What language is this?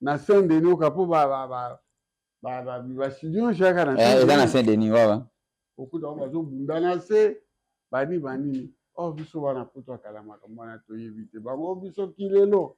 Lingala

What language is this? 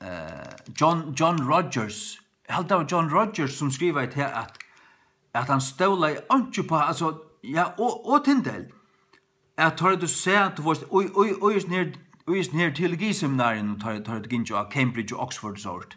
Faroese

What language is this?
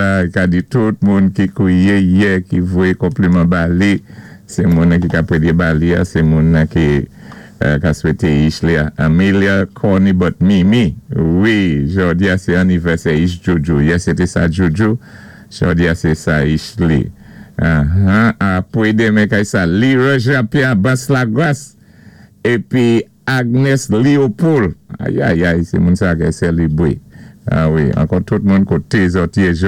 Saint Lucian Creole French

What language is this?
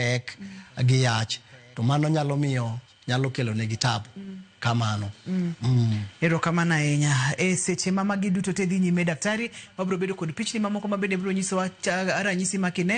Luo (Kenya and Tanzania)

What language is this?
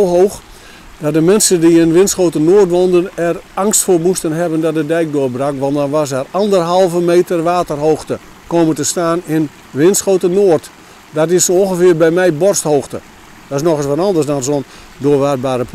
Dutch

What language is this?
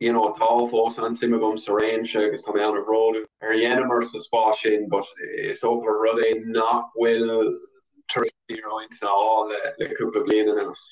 Irish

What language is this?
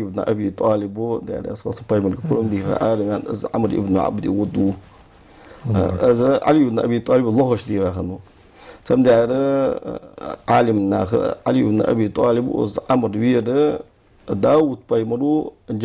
Ingush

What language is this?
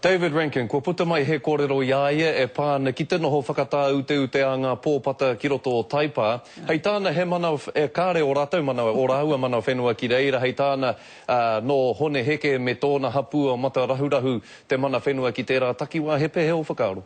Māori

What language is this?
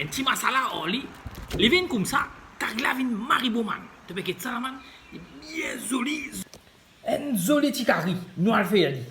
Morisyen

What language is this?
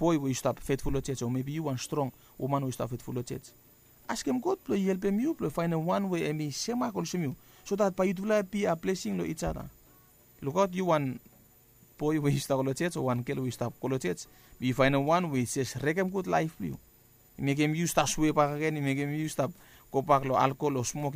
Bislama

